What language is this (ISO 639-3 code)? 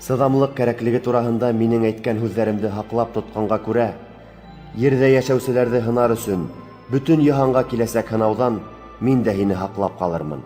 bak